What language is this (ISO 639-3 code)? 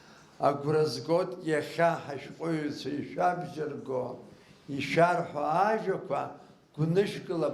abk